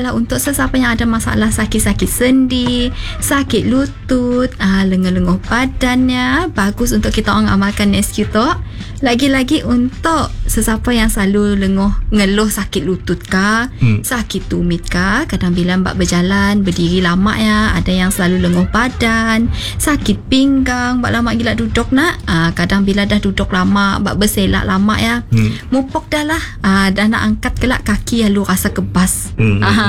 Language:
Malay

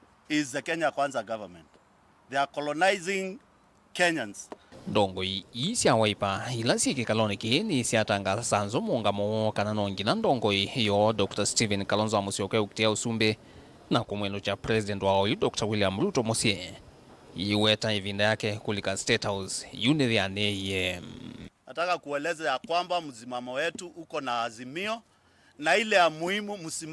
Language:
Kamba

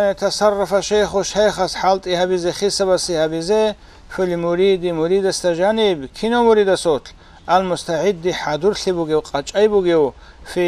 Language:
Avaric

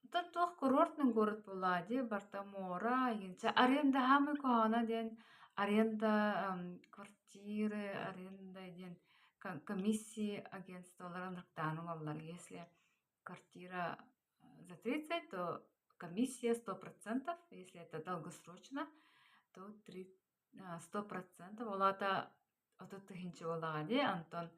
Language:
Yakut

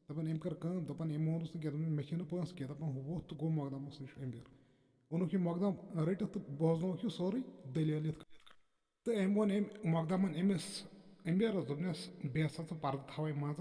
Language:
Kashmiri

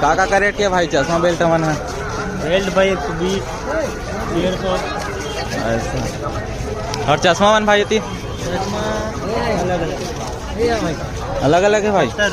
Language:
Chhattisgarhi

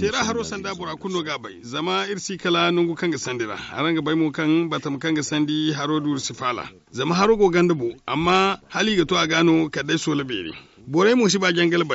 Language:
Zarma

